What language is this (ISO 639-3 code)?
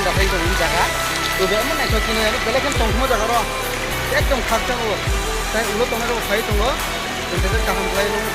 trp